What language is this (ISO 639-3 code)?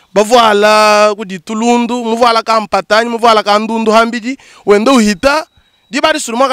lua